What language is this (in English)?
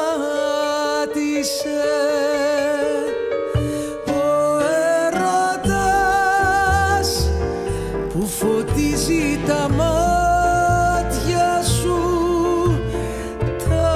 Greek